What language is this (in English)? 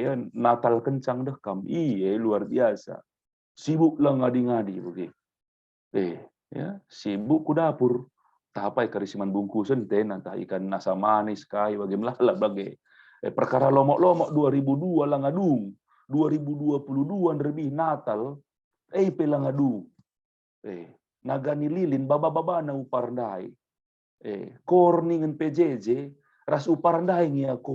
Batak Karo